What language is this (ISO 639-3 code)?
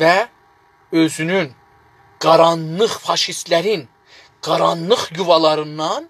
azb